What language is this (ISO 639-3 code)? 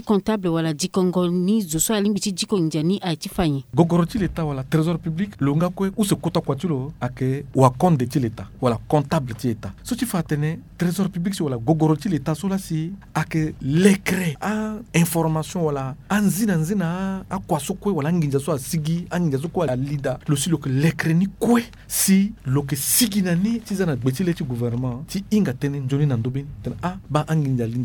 sag